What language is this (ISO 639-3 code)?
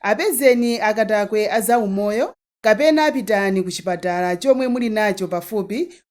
nya